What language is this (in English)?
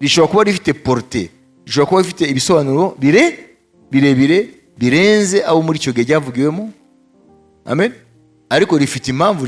Kinyarwanda